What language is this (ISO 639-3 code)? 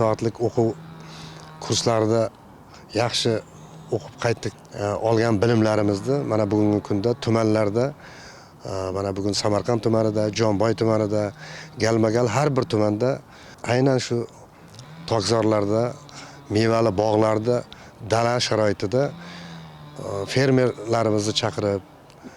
uzb